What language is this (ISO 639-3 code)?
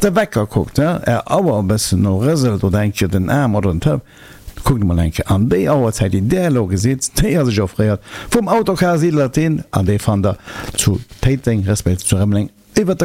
ltz